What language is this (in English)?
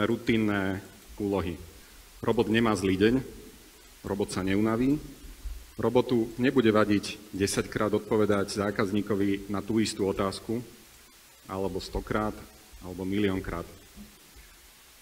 Slovak